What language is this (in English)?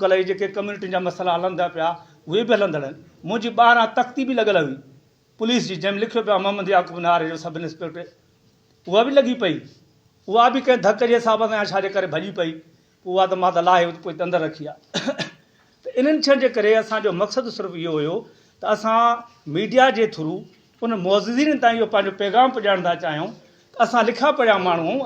Sindhi